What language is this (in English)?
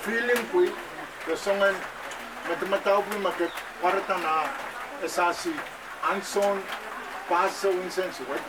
Pohnpeian